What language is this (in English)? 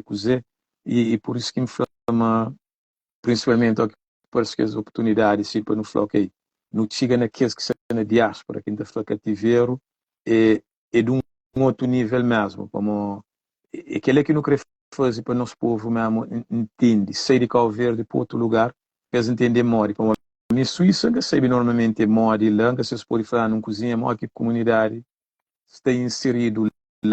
Kabuverdianu